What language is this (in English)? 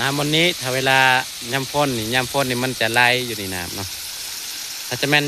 Northeastern Thai